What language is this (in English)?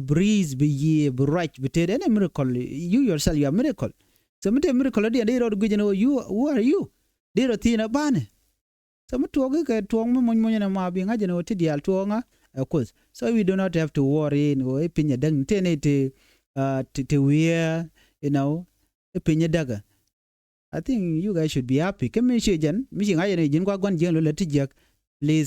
Nuer